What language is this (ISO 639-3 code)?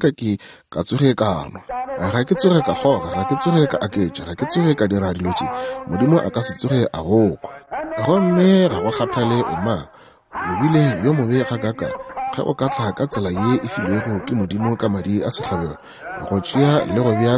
nso